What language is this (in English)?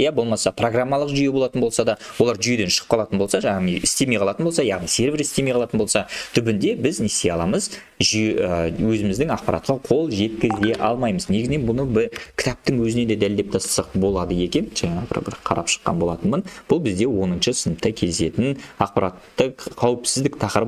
Kazakh